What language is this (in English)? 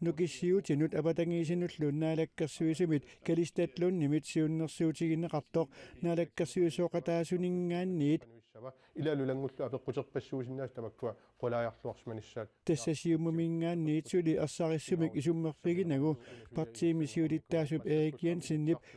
Kalaallisut